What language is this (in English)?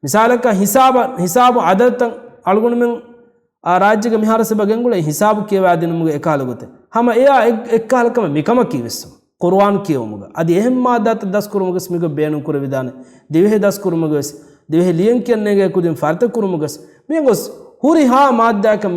Divehi